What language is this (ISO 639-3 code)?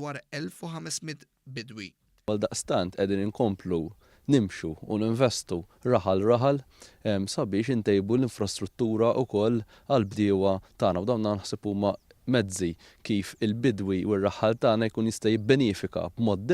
mlt